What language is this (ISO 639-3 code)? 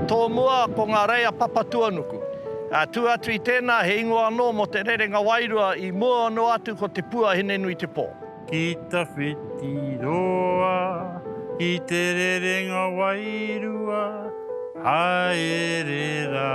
mri